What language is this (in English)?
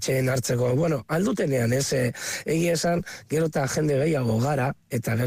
Basque